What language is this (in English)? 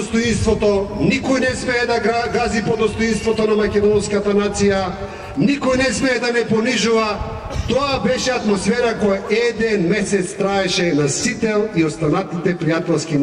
Macedonian